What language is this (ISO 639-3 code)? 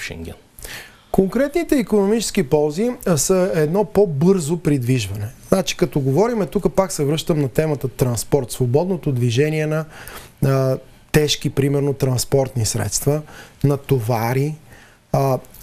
bul